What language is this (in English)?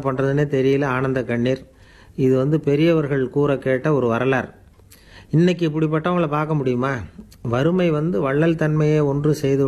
Tamil